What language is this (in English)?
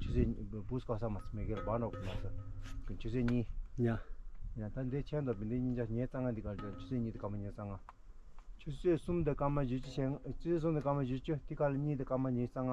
Tibetan